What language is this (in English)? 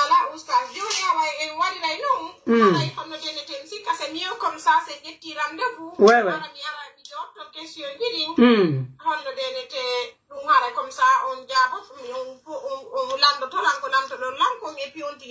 Pular